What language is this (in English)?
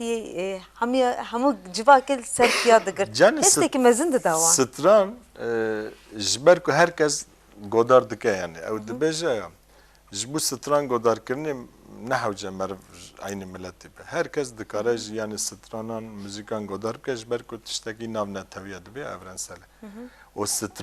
Kurdish